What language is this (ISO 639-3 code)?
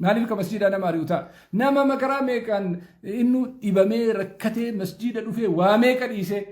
orm